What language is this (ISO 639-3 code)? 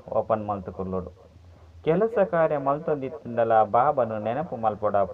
tcy